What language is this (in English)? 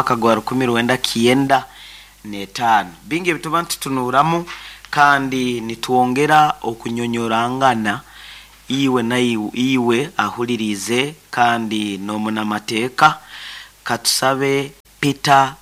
Nyoro